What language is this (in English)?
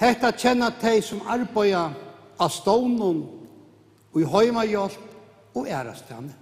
Faroese